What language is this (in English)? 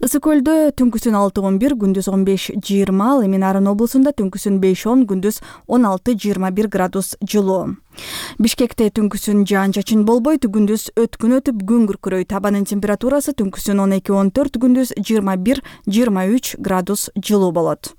Kyrgyz